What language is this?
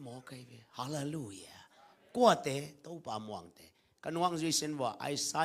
Tedim Chin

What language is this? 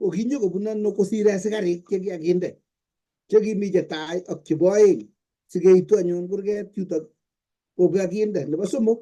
Kalenjin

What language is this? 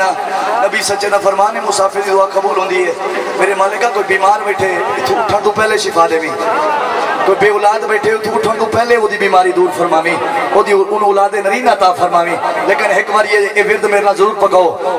Saraiki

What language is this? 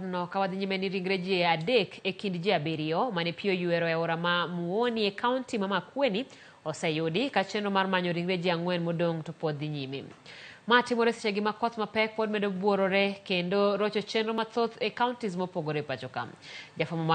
Luo (Kenya and Tanzania)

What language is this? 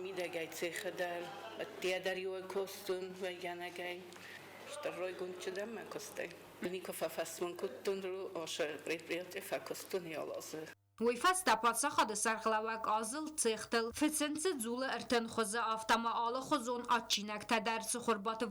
Ossetic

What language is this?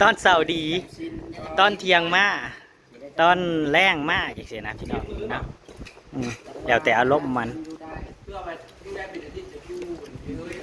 Northeastern Thai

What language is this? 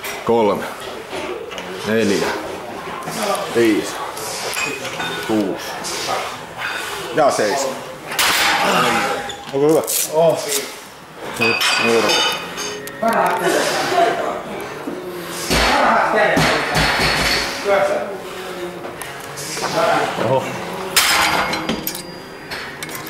Finnish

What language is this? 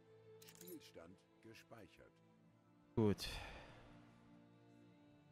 German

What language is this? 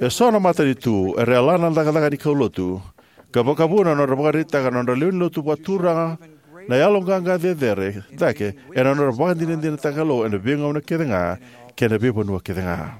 Fijian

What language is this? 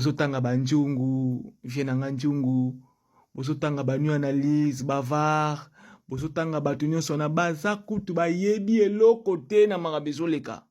Lingala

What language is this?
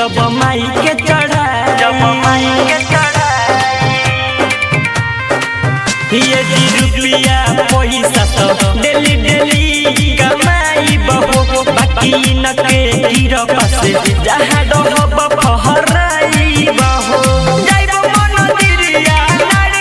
Bhojpuri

